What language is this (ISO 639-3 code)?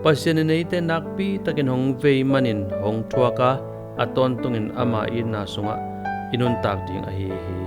ctd